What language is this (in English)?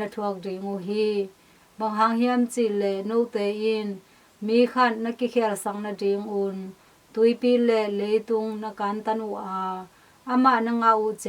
Tedim Chin